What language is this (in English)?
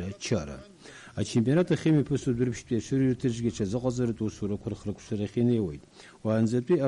Abkhazian